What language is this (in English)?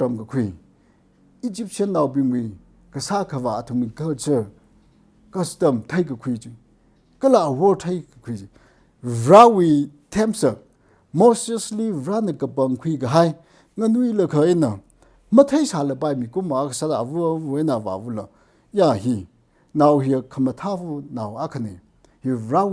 Tangkhul Naga (India)